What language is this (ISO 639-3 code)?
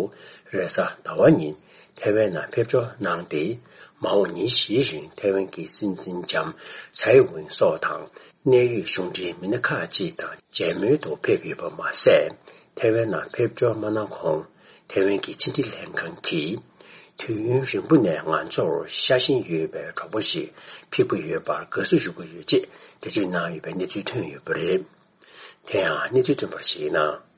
bod